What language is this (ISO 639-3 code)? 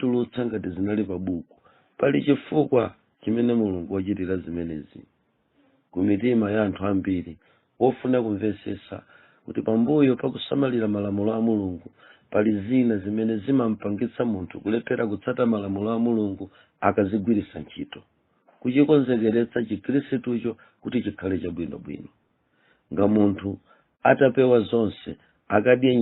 nya